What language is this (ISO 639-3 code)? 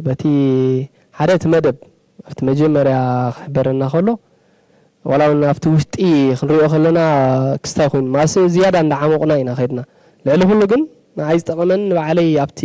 tir